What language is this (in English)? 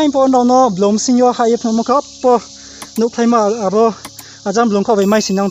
Riang (India)